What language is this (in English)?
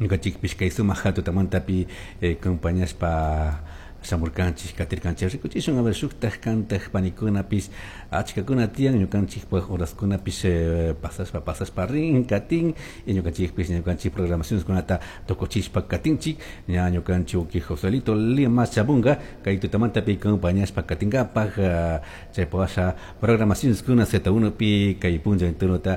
Chimborazo Highland Quichua